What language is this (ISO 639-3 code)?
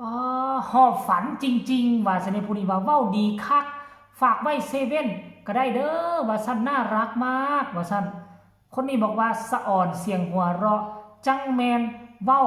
tts